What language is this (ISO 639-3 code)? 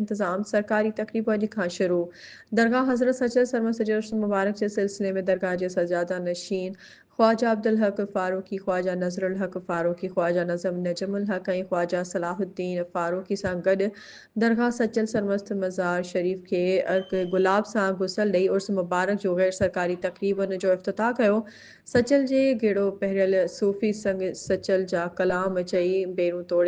snd